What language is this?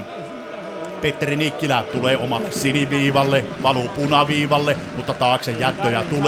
Finnish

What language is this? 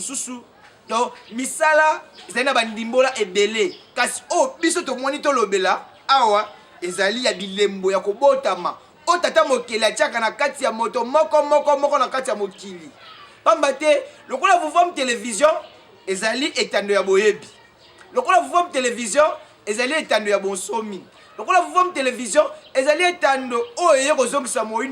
Lingala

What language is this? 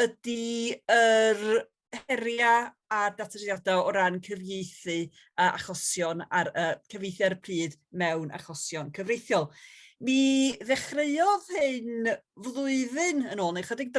Welsh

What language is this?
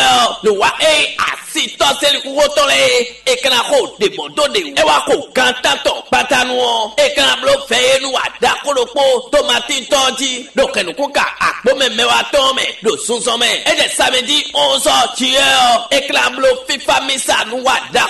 Fon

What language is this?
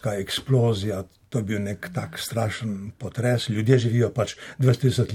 Slovenian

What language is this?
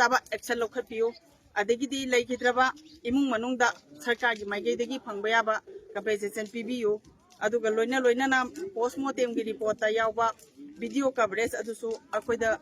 Manipuri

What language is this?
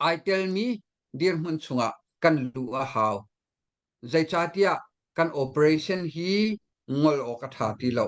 Hakha Chin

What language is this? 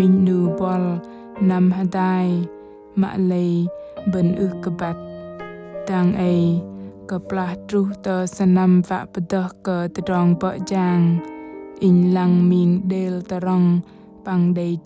Bahnar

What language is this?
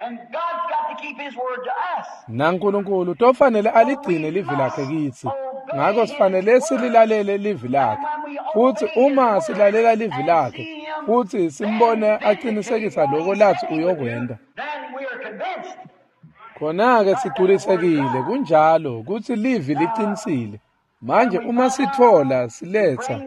Swati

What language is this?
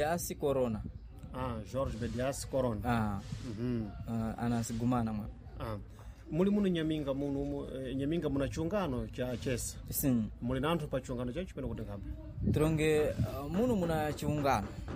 Sena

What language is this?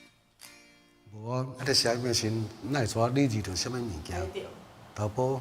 Min Nan Chinese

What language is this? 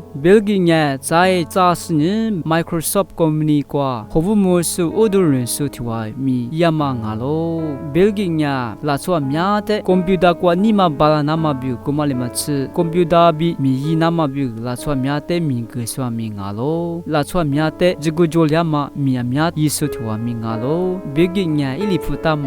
Lisu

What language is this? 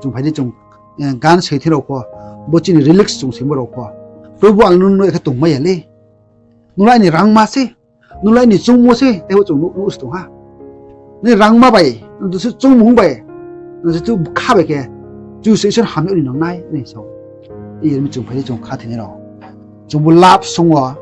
Riang (India)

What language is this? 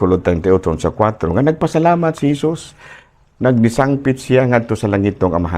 Cebuano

